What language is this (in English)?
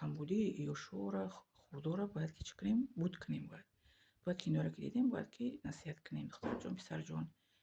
Tajik